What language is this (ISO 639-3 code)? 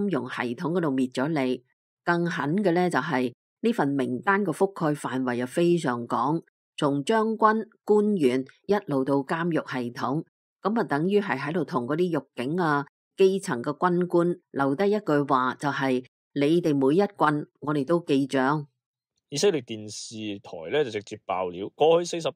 yue